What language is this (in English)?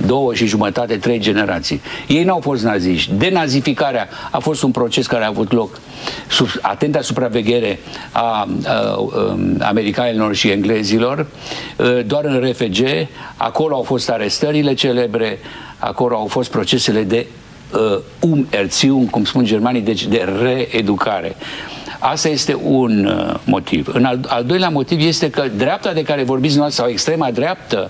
Romanian